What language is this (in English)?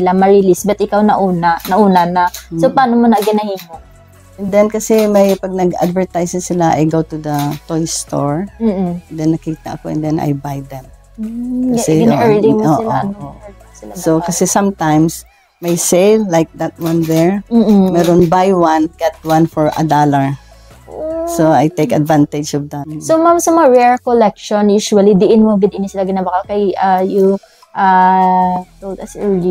Hiligaynon